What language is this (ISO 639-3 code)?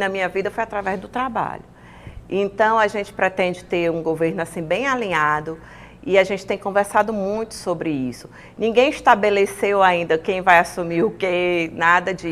por